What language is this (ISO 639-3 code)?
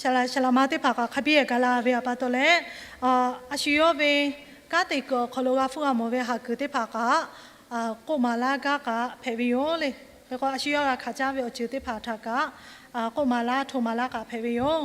lhu